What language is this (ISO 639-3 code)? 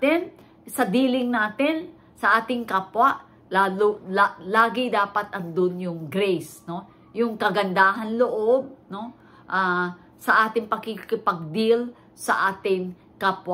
fil